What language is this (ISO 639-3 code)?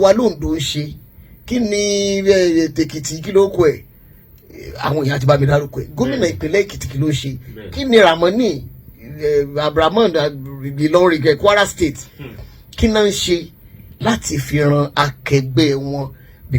yor